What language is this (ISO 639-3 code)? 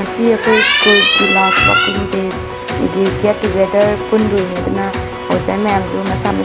mni